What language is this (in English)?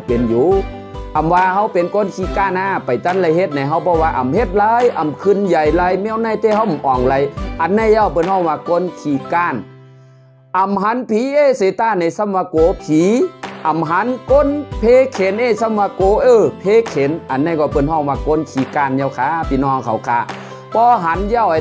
Shan